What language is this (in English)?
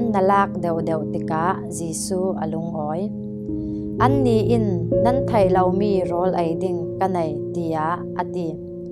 Falam Chin